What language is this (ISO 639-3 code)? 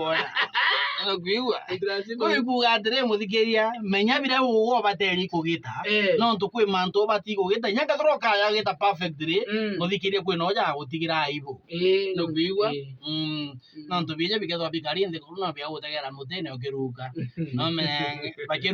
mer